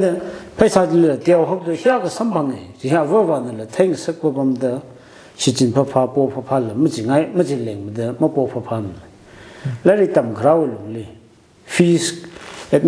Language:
Tangkhul Naga (India)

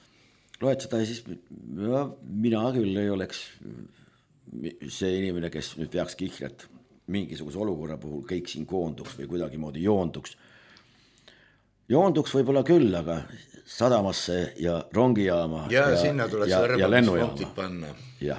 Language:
Estonian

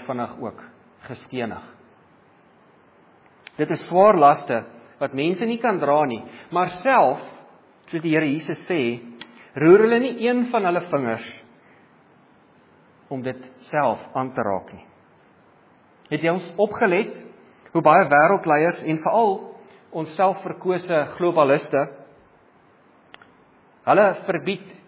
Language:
Afrikaans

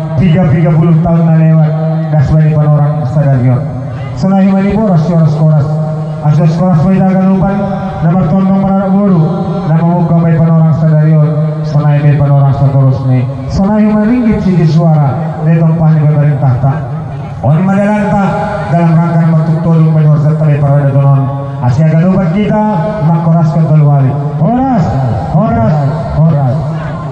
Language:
Batak Simalungun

